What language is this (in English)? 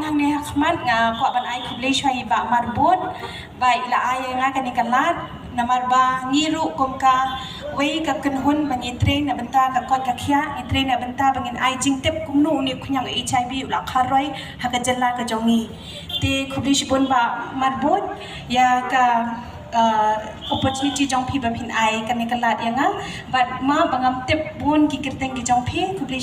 Khasi